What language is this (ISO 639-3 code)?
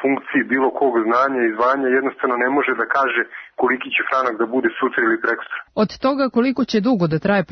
srp